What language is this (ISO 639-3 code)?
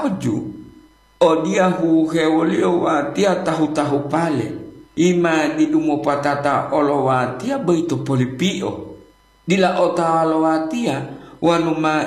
gor